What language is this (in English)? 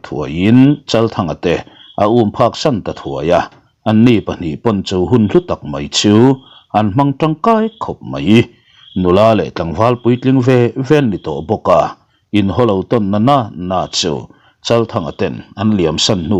Mizo